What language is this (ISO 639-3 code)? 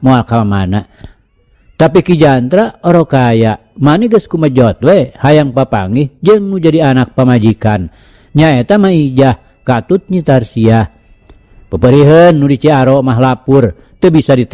sun